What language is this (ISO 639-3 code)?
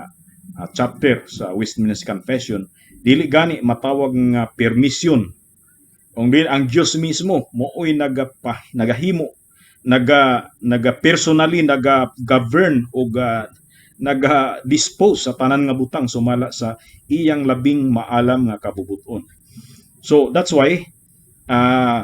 ceb